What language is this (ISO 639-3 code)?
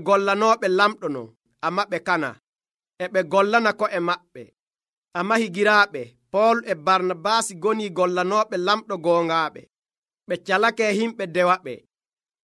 fuv